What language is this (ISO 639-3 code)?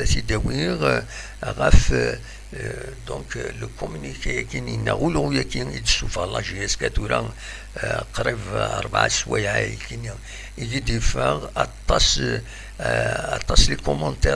kab